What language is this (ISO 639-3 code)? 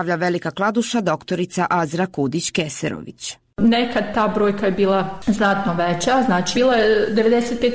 bos